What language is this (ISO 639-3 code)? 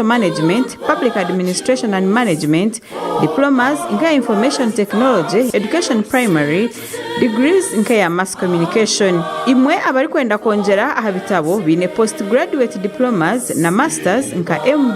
nyn